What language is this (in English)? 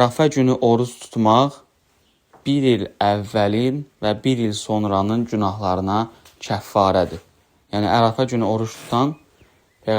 Azerbaijani